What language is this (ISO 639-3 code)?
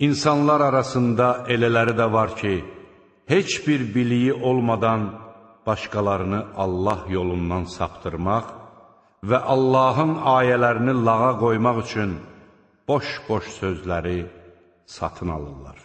aze